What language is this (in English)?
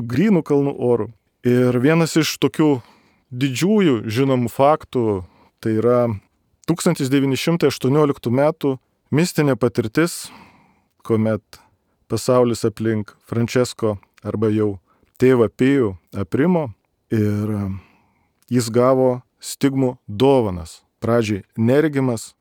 Lithuanian